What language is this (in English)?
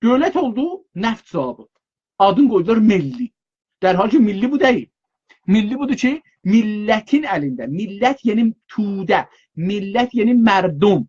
South Azerbaijani